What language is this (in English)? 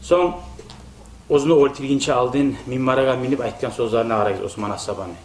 Kumyk